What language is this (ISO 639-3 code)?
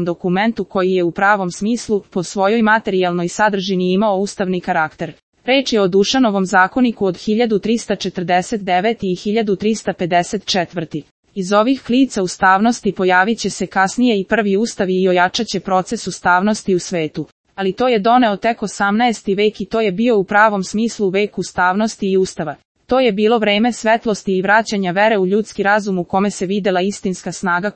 srp